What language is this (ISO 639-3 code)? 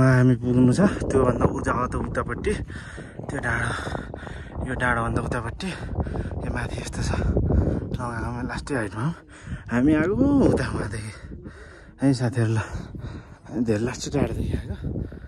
nep